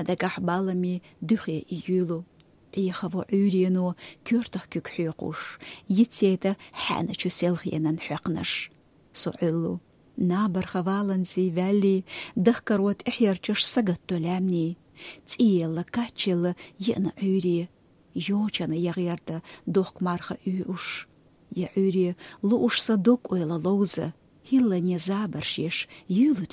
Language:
Chechen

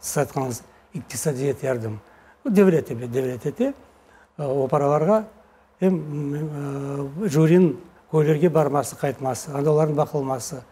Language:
Crimean Tatar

